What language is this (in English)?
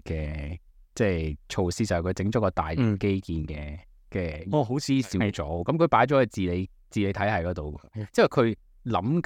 Cantonese